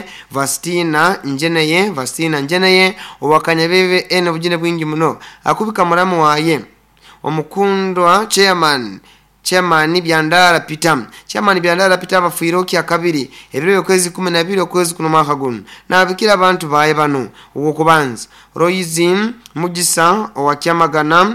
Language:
Nyoro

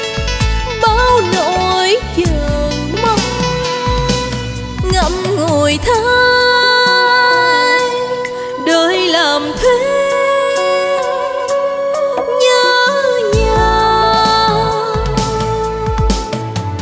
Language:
Vietnamese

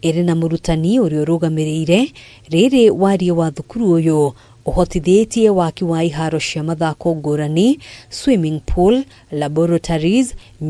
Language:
Kikuyu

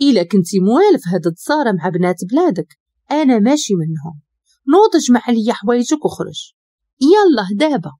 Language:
Moroccan Arabic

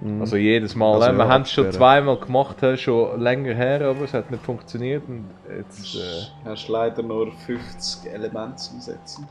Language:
Swiss German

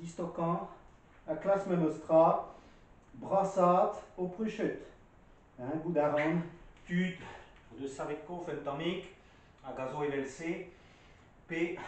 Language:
Breton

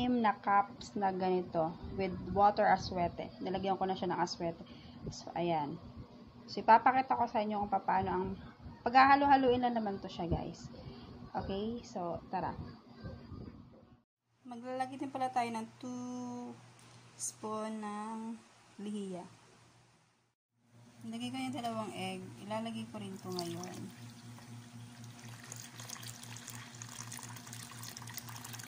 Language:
Filipino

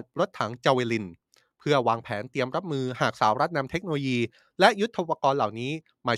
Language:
Thai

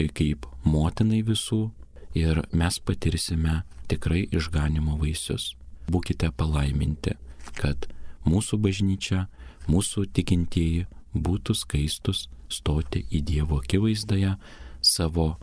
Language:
Lithuanian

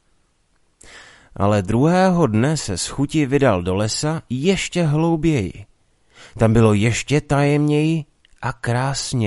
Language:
Czech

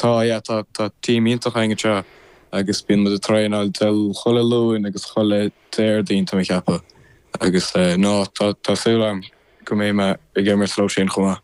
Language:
Irish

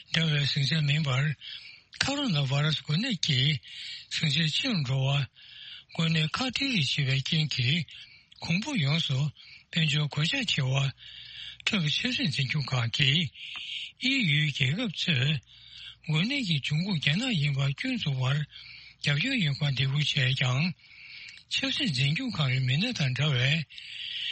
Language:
Tibetan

